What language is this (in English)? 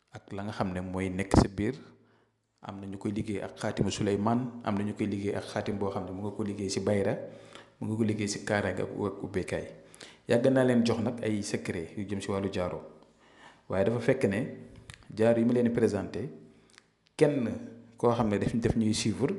Wolof